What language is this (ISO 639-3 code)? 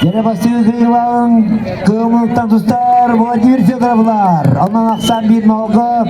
sah